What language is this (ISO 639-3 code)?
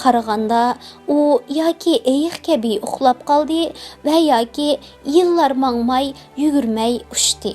uig